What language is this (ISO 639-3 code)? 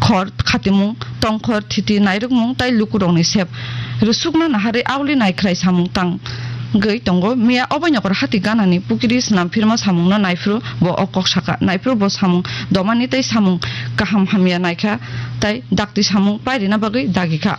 trp